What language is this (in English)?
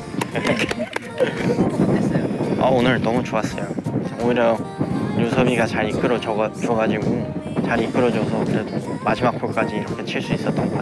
Korean